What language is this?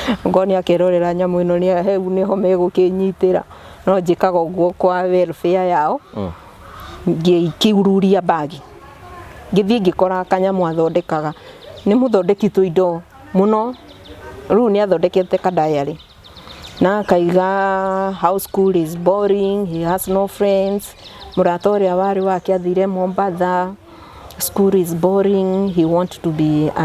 Kikuyu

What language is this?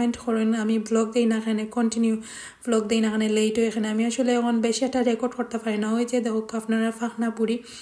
Sylheti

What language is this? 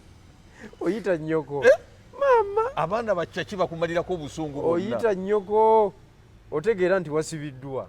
Ganda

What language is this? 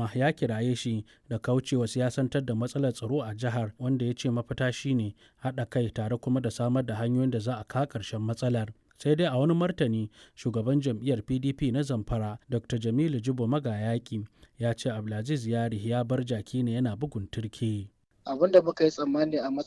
Hausa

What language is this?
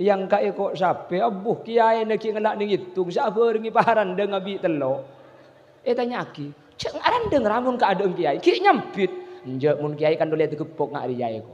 Madurese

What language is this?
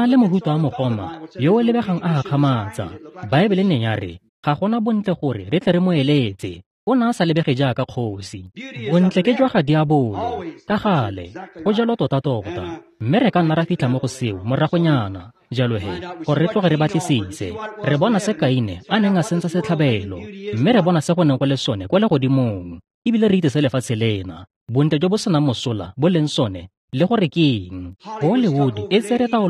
Tswana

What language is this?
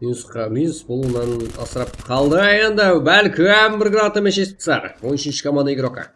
Kara-Kalpak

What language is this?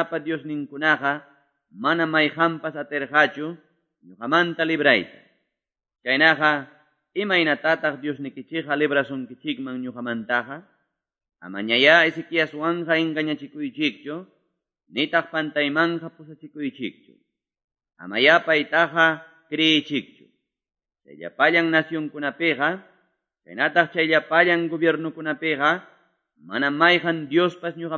Quechua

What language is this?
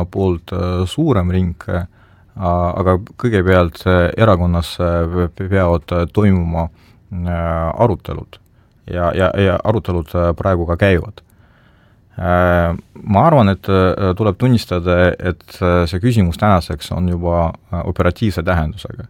Estonian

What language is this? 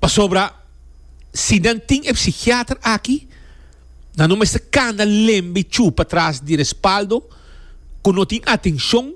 Papiamento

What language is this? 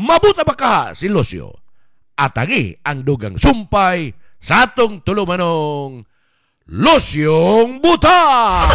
Cebuano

